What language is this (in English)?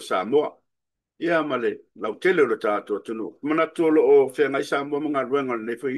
Samoan